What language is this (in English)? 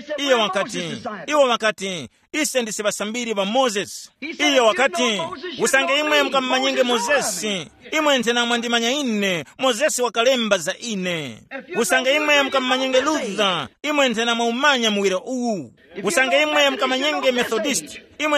Tumbuka